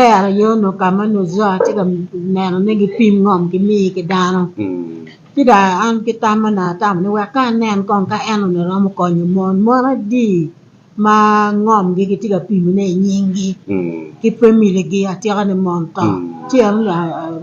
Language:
Acoli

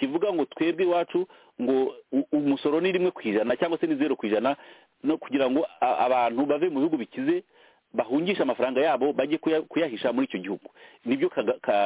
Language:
Kinyarwanda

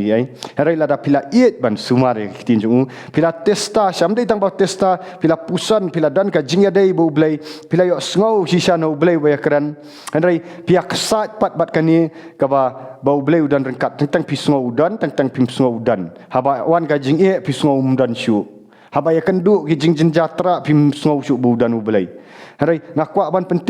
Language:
Khasi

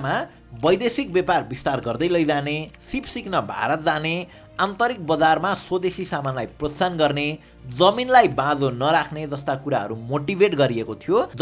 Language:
Nepali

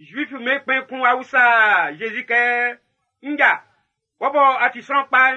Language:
Baoulé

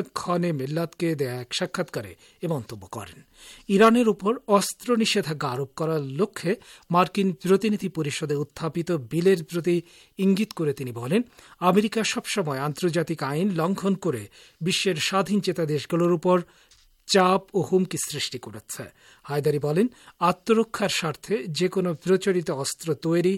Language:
Bangla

